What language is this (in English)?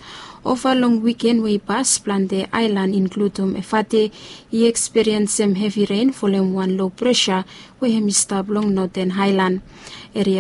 Bislama